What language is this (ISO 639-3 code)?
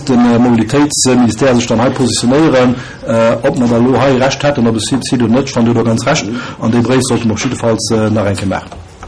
ltz